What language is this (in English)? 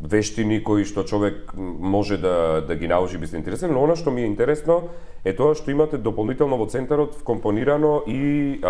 Macedonian